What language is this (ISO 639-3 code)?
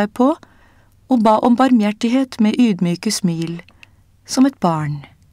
nor